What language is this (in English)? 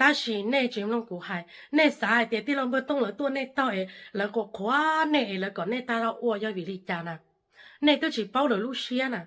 Hmong